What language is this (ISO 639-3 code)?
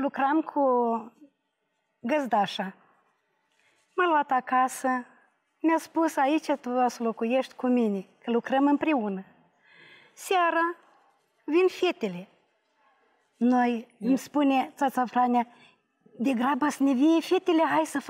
ron